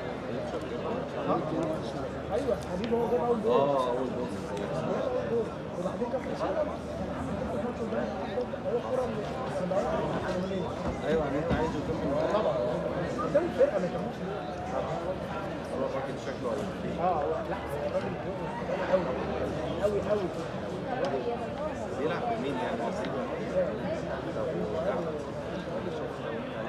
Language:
Egyptian Arabic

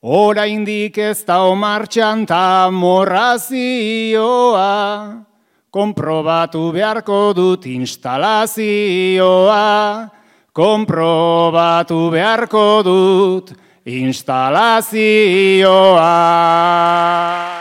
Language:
Basque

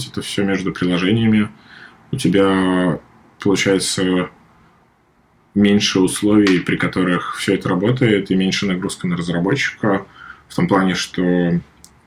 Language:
Russian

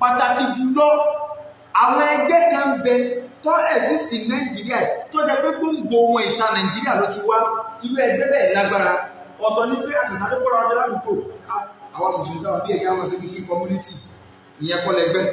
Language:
Yoruba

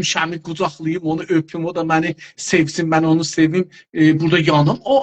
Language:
South Azerbaijani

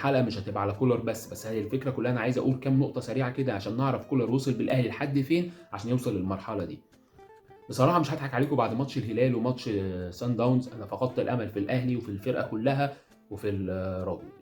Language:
Egyptian Arabic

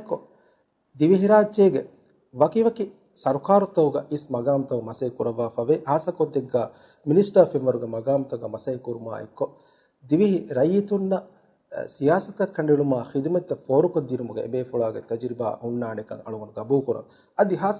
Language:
Divehi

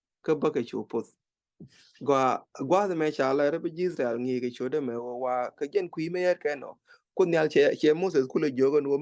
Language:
Nuer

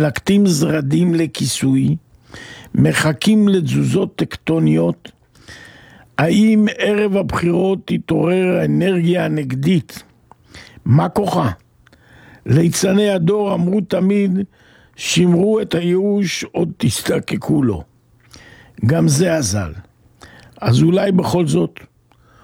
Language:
Hebrew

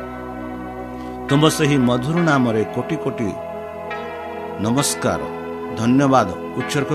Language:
Odia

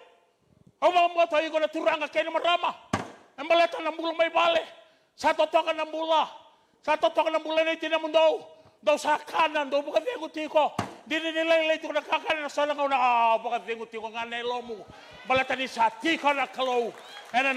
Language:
Fijian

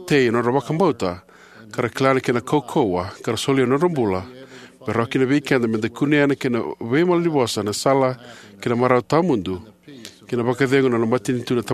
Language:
Fijian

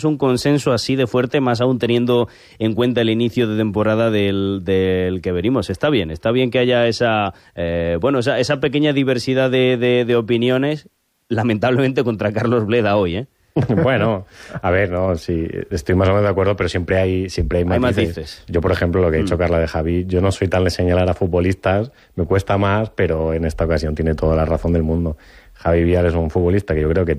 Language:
Spanish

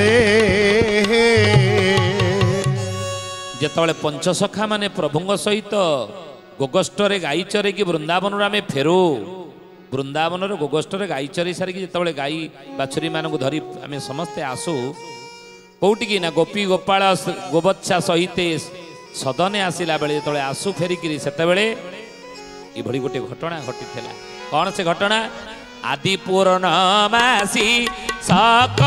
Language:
Odia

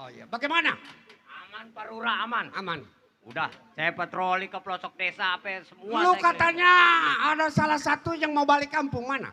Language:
Betawi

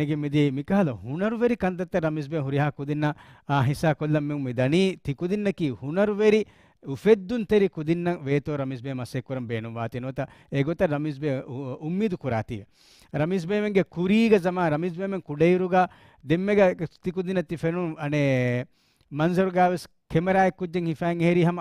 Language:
Divehi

